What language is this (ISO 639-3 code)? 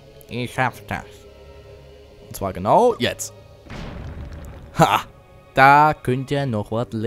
deu